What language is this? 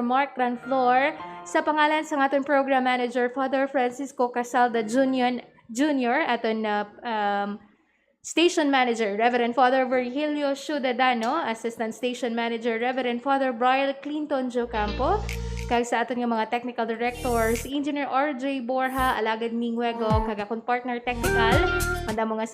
Hiligaynon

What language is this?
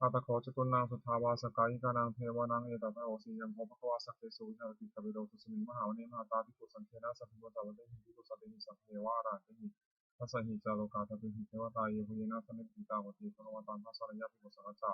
Pali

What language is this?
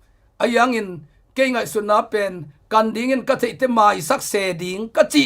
Tedim Chin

